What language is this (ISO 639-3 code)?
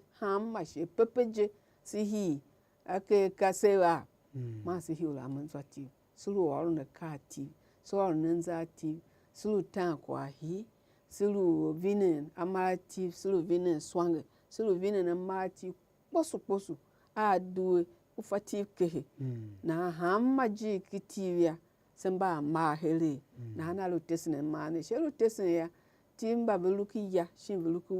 tiv